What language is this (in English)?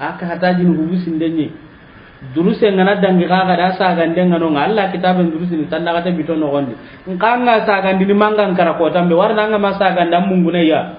Soninke